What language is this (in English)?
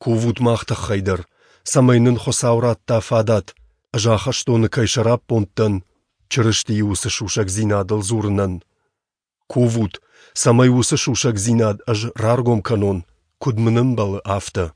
Ossetic